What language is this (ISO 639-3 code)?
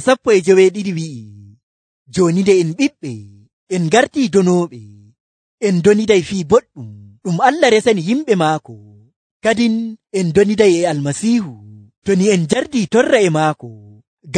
fuv